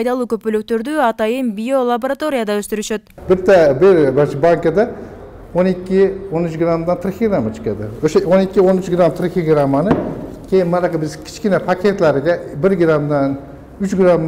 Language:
Kyrgyz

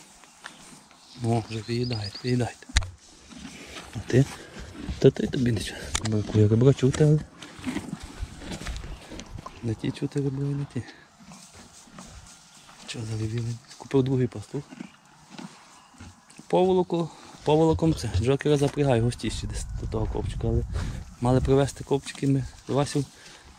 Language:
Ukrainian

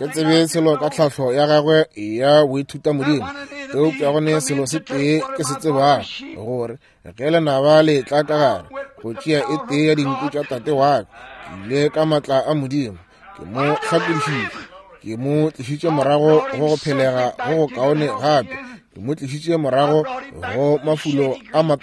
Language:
Northern Sotho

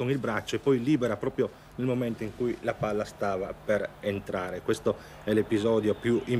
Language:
Italian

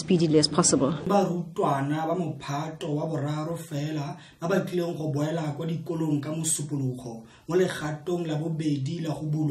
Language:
Tswana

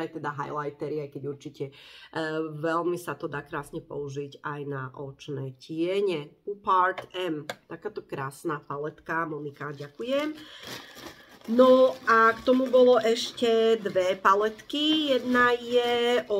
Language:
Slovak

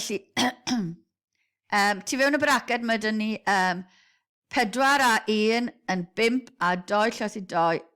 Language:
Welsh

